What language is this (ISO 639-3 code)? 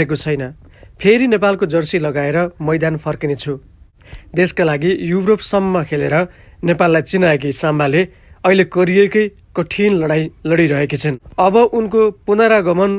nep